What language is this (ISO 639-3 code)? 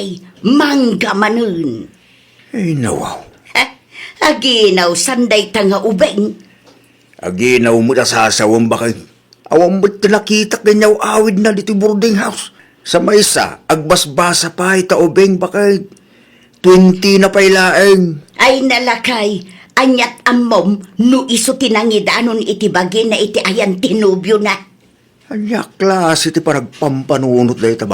ilo